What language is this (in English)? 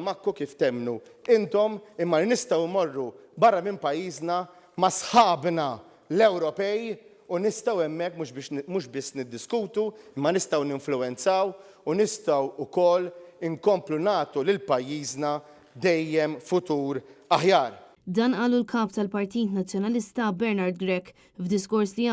Maltese